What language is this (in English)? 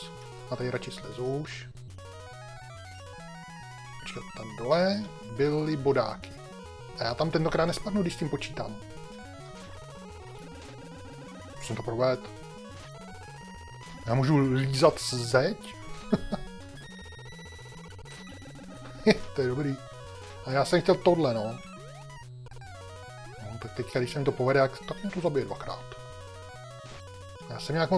Czech